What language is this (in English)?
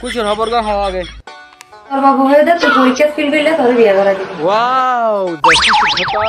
Rohingya